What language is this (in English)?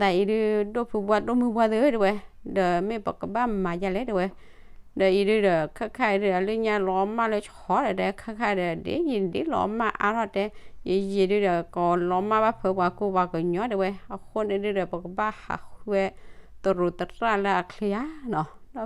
S'gaw Karen